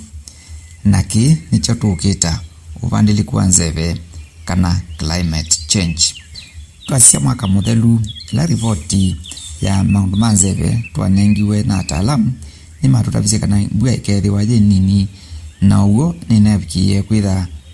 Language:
Kamba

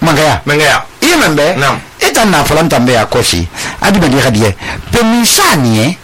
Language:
Susu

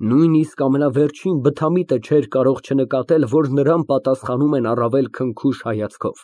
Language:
Armenian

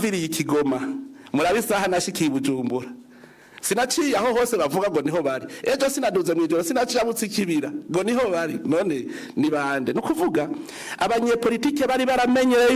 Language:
Rundi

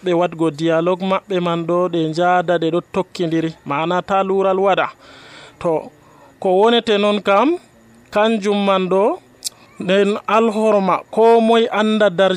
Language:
Nigerian Fulfulde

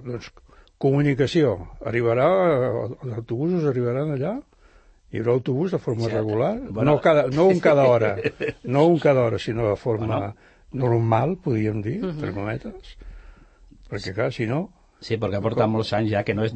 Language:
Catalan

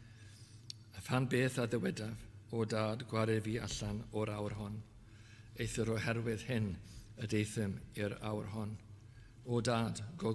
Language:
Welsh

